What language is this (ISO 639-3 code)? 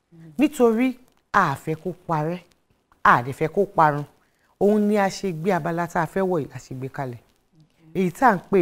yor